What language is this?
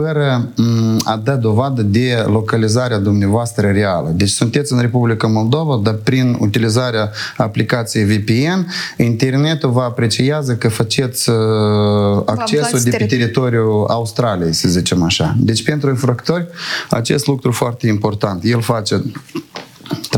Romanian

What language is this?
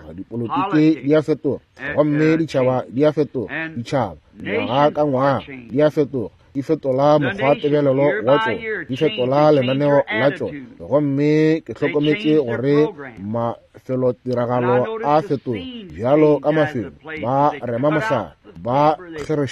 Northern Sotho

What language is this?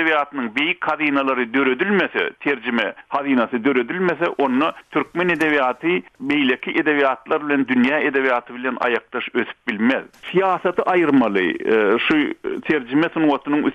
Turkmen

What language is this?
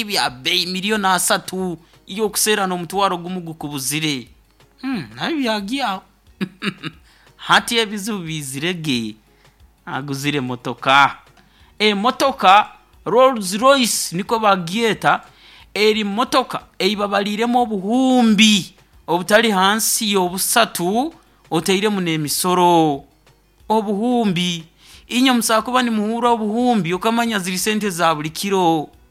Nyoro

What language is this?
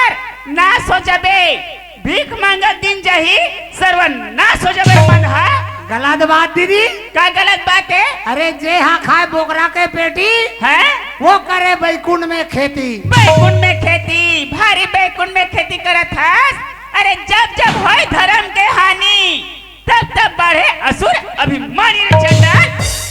Chhattisgarhi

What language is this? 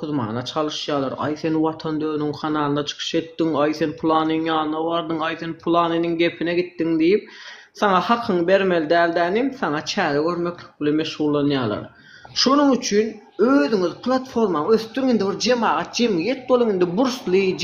Turkmen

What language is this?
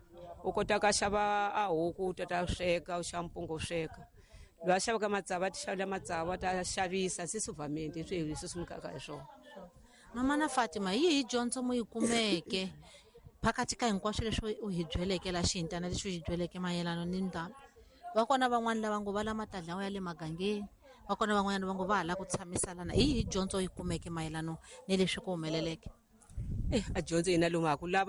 Tsonga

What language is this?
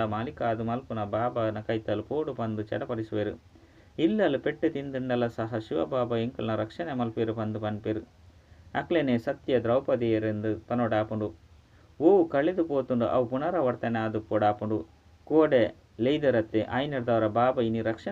Tulu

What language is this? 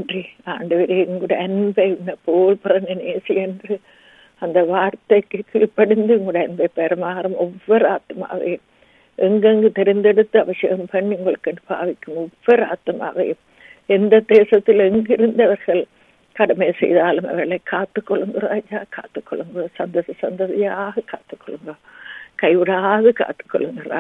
Tamil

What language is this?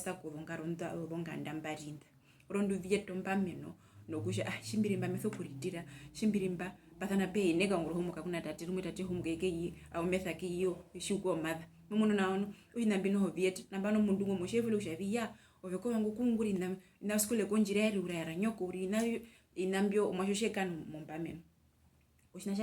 Herero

